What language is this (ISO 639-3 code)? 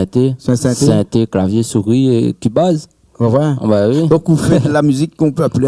rcf